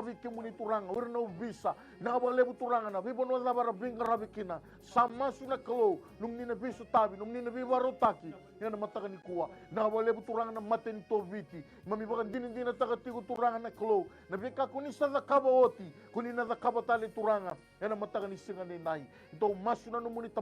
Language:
Fijian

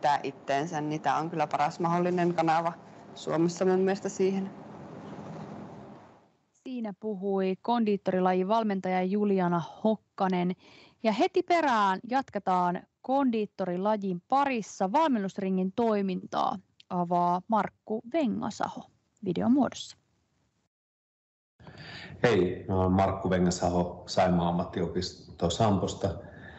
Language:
Finnish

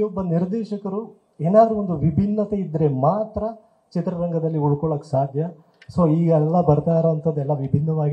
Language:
Kannada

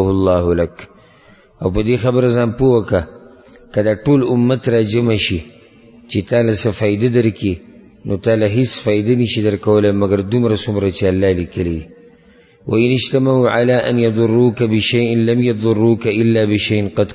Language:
Pashto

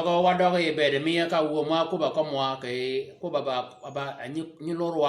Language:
Shilluk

